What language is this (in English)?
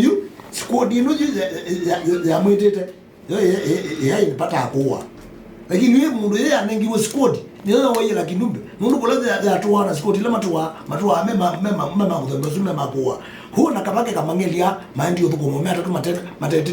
Kamba